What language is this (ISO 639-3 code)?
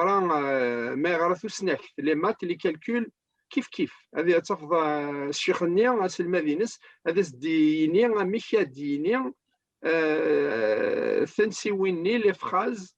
kab